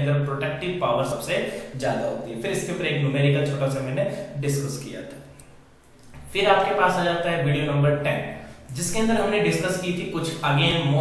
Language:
Hindi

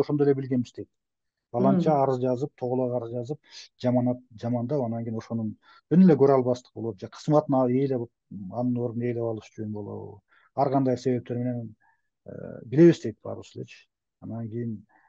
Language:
Kyrgyz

